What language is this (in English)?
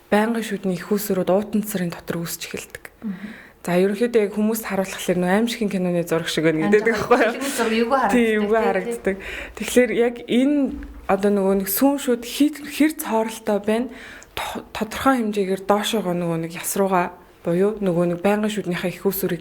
Mongolian